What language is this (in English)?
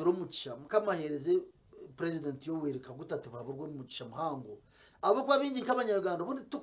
Nyankole